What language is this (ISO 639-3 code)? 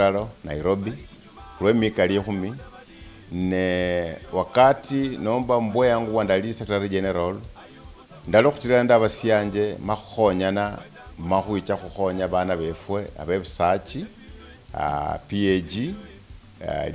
luy